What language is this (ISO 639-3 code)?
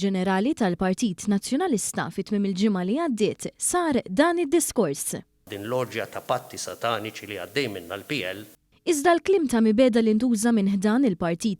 mlt